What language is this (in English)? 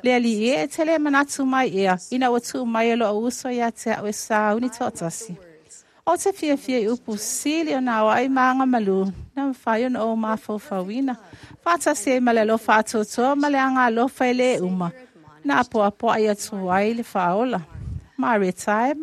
Samoan